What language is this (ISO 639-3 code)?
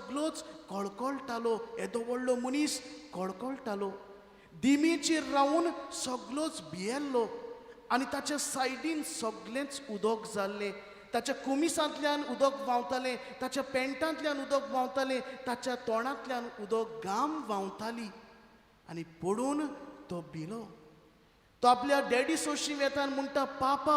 kok